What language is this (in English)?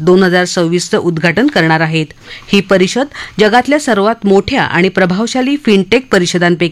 Marathi